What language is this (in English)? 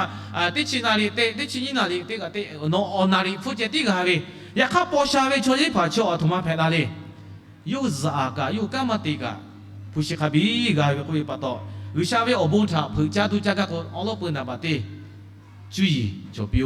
Lahu